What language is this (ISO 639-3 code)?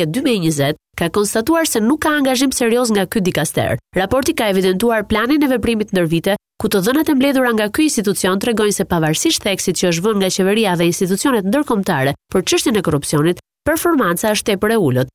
sqi